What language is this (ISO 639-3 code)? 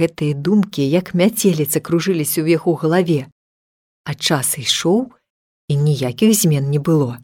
bel